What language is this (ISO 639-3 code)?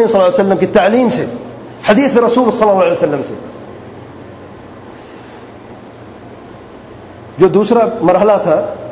urd